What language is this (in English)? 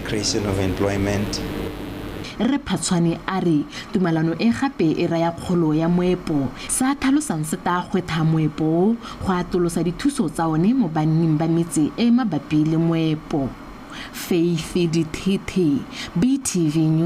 Tswana